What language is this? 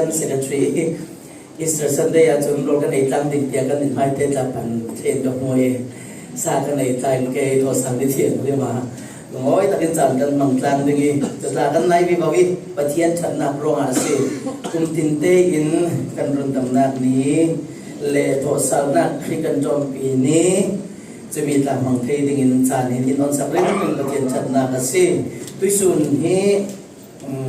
Falam Chin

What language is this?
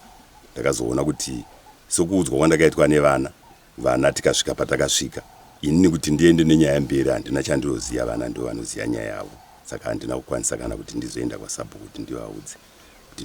Shona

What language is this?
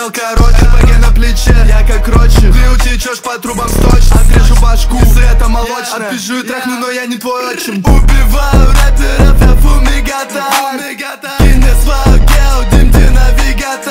Russian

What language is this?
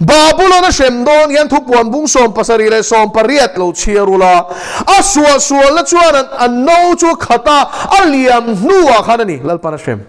Mizo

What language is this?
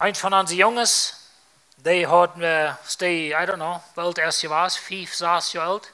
Plautdietsch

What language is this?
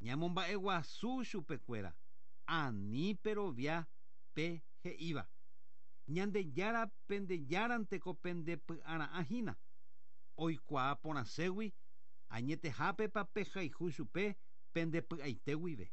Guarani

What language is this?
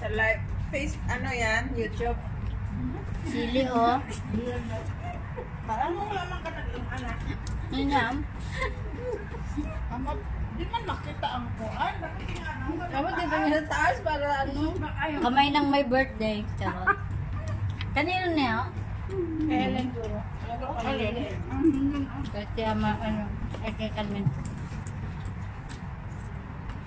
Filipino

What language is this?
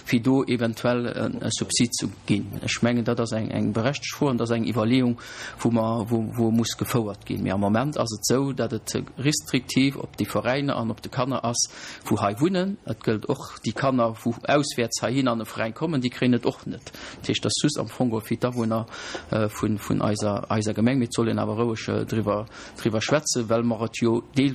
Luxembourgish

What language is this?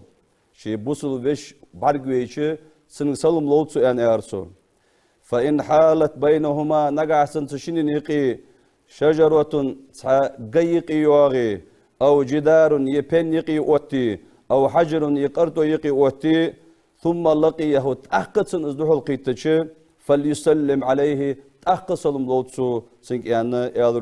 Ingush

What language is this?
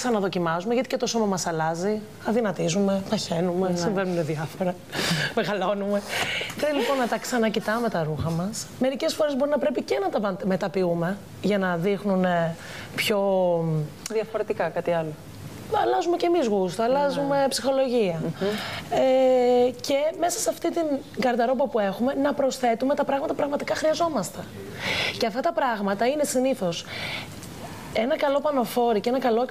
Greek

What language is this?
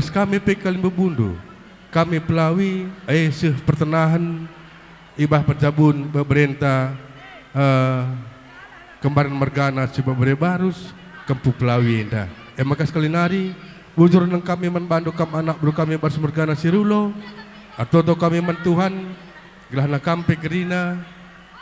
Batak Karo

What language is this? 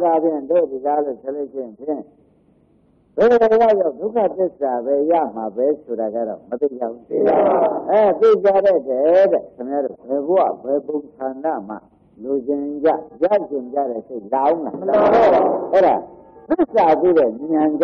Burmese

